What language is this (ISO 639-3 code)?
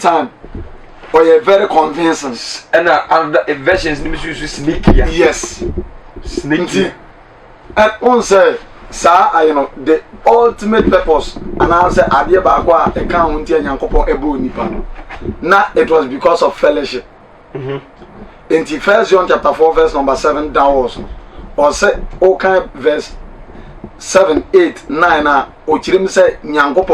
aka